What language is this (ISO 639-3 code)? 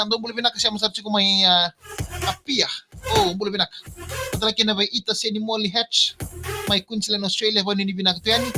fij